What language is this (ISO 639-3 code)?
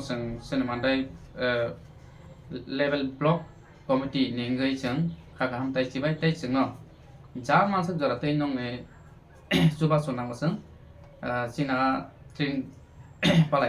trp